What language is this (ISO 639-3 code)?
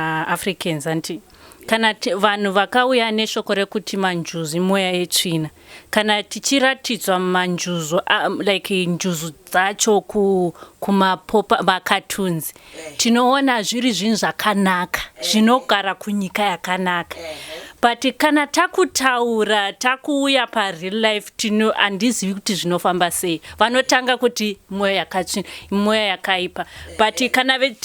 sna